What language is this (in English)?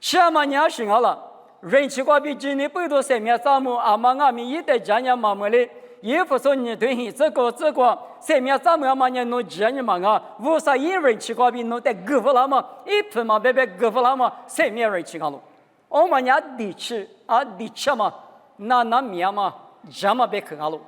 Lisu